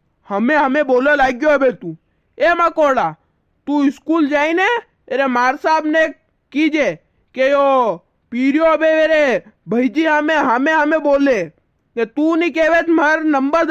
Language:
Rajasthani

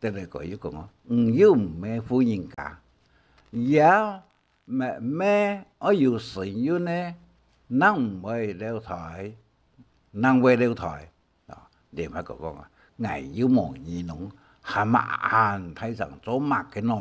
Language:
Hakka Chinese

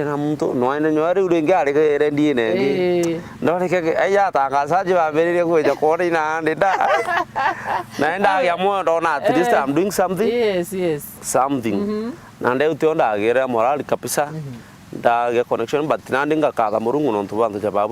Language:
Meru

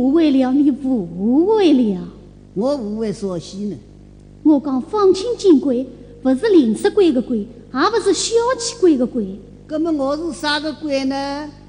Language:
Wu Chinese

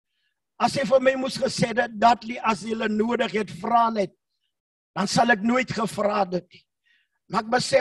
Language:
Afrikaans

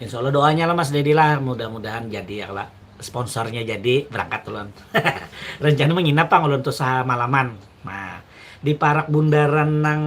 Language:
Banjar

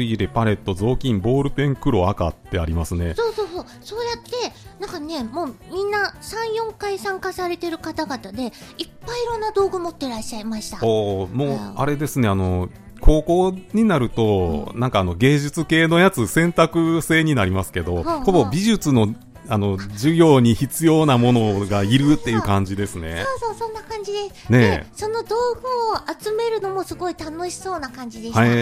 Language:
Japanese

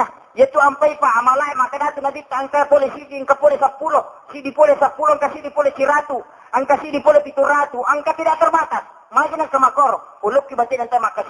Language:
Buginese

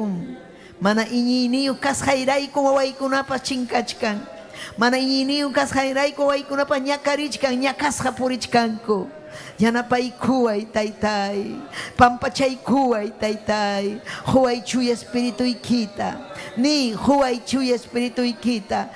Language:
Ayacucho Quechua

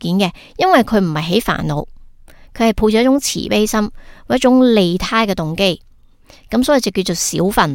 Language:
Cantonese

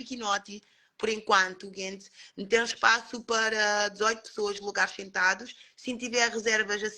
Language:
Kabuverdianu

